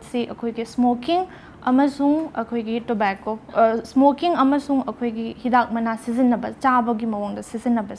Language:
Manipuri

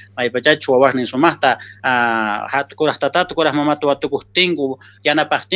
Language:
South Bolivian Quechua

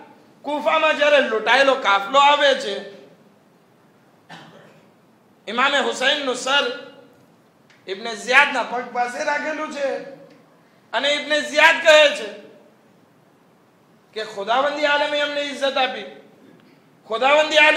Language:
Gujarati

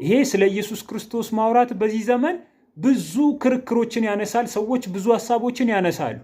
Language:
Amharic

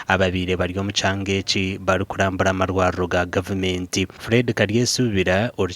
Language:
Nyankole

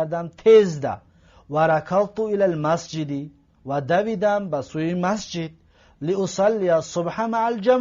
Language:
Tajik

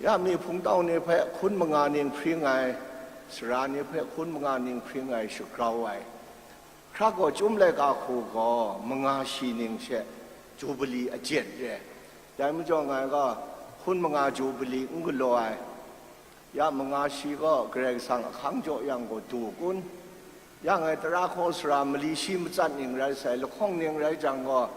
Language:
Kachin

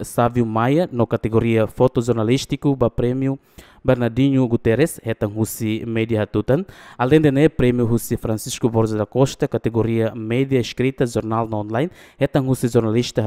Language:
Tetum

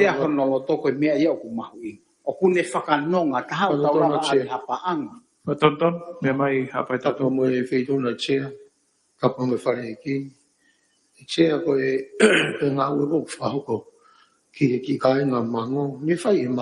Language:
Tongan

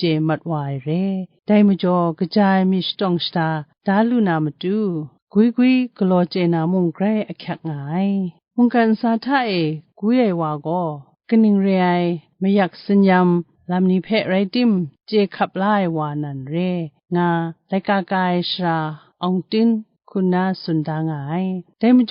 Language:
Kachin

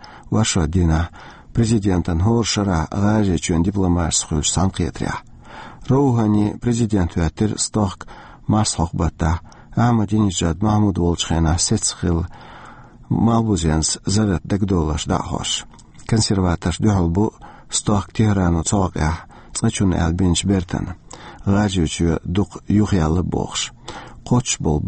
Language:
Chechen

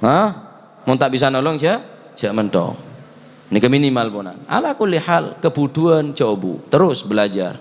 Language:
Madurese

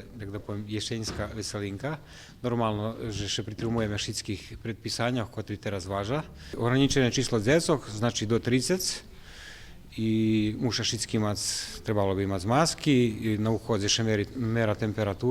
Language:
Rusyn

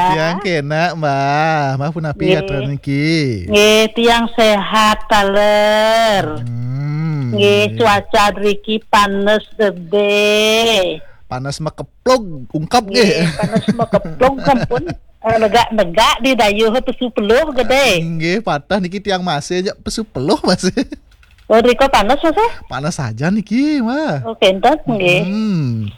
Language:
Balinese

